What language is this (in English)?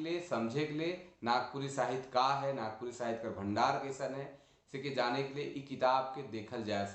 Sadri